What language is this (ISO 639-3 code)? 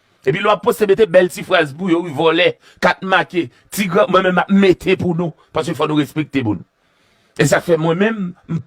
hat